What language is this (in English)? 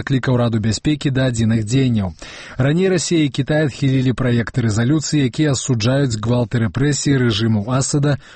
Belarusian